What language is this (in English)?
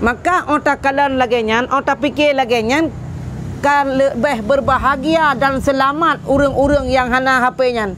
Achinese